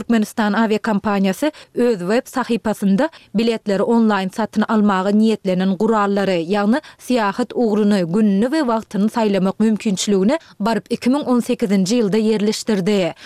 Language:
Turkmen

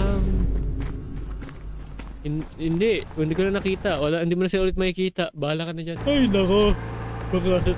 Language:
Filipino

